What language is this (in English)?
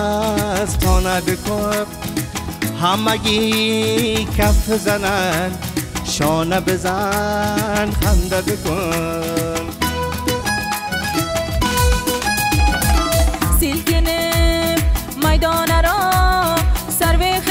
Persian